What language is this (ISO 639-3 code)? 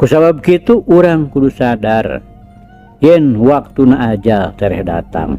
sun